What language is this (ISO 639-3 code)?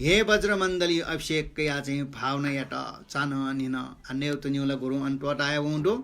new